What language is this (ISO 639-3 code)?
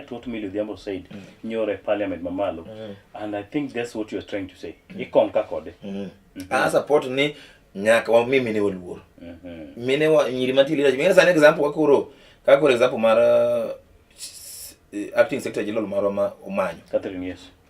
luo